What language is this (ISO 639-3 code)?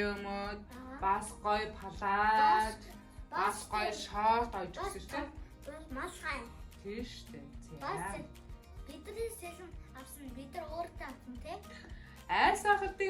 mon